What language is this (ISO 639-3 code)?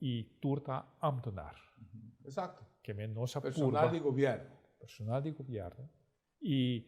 pap